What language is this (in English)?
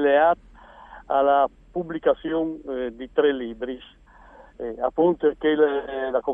Friulian